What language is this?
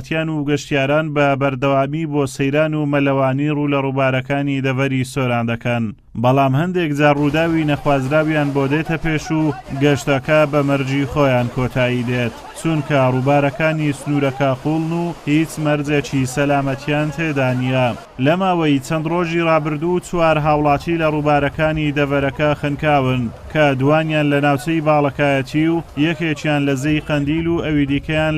Central Kurdish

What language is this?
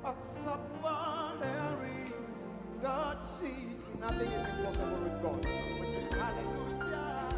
Venda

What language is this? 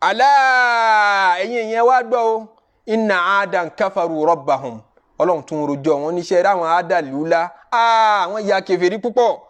Yoruba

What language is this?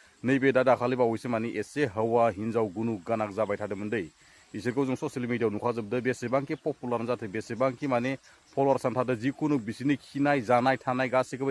Bodo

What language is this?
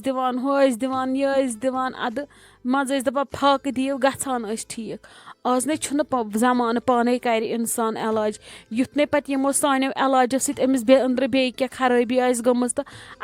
Kashmiri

